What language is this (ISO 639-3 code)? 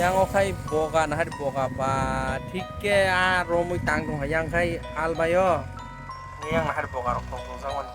trp